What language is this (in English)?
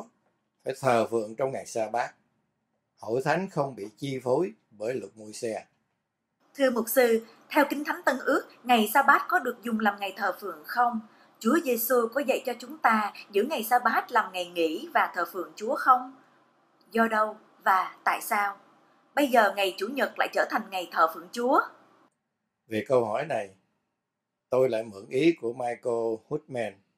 Vietnamese